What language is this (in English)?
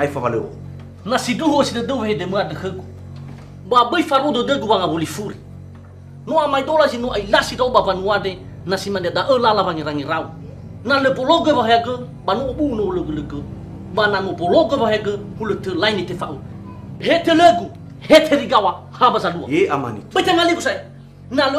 Nias